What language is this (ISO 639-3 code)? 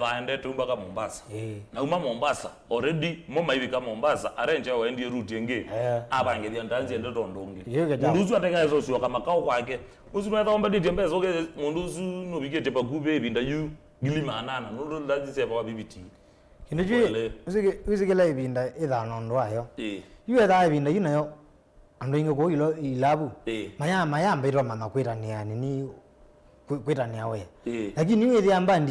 kam